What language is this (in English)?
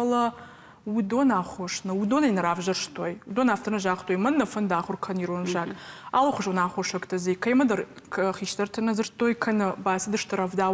Ossetic